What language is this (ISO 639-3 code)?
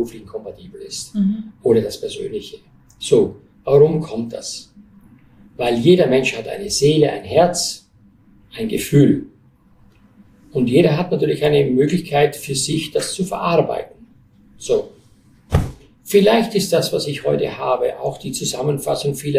deu